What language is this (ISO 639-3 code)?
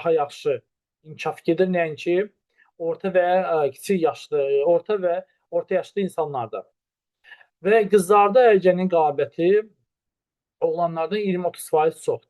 aze